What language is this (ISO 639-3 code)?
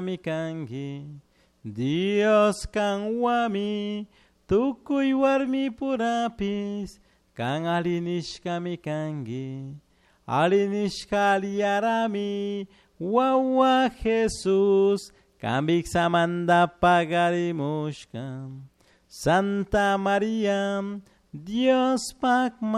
qug